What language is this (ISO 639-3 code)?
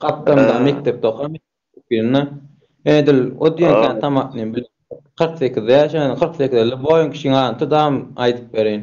tuk